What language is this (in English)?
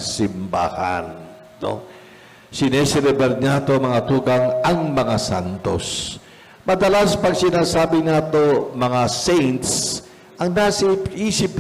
Bikol